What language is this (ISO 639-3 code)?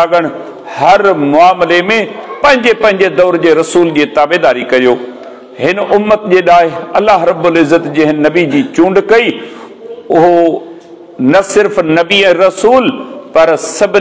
snd